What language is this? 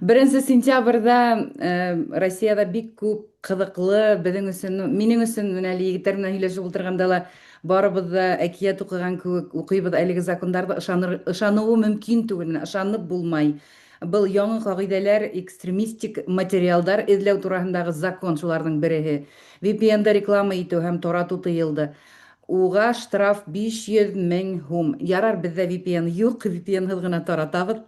Bashkir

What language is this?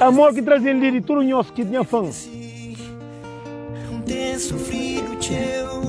Kabuverdianu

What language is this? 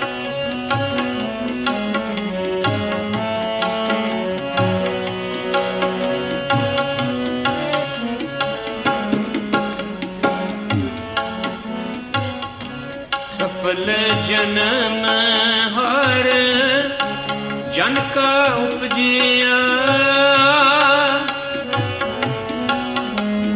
Punjabi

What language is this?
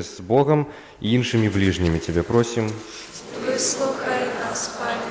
Belarusian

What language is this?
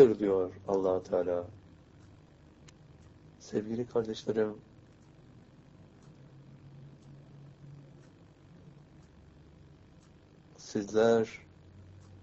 Turkish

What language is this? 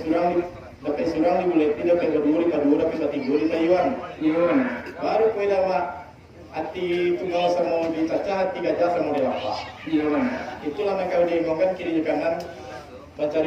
Minangkabau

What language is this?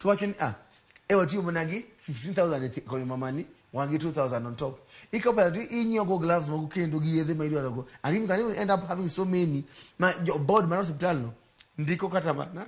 Luo (Kenya and Tanzania)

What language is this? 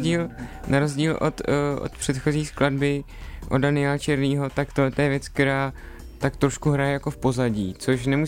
Czech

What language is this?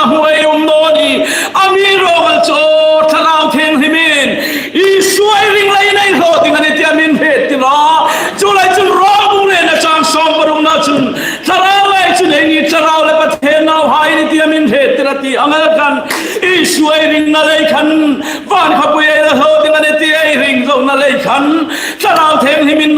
Hmar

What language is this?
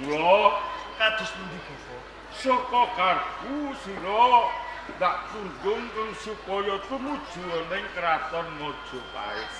Javanese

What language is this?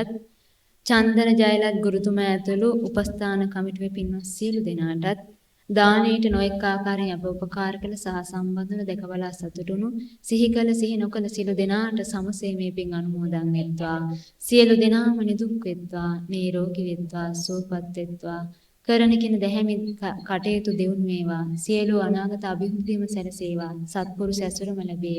Sinhala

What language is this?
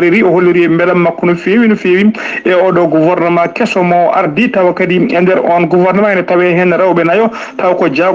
Fula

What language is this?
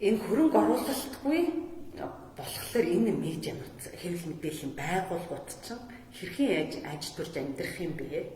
Mongolian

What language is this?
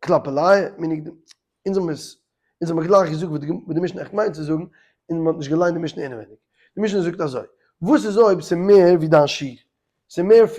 Yiddish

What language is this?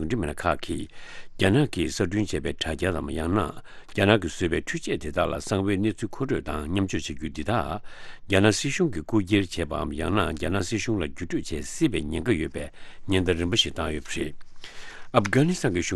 Tibetan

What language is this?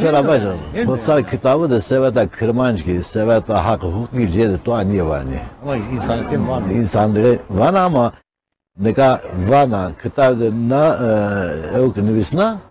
Zaza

